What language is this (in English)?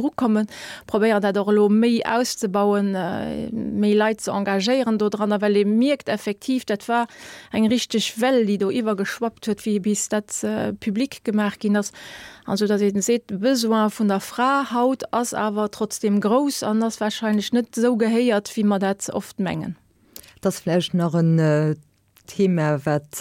Luxembourgish